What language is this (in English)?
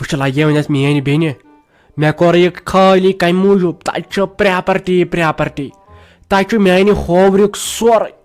Kashmiri